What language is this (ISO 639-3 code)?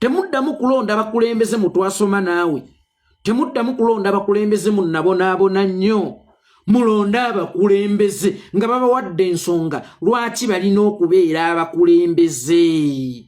lug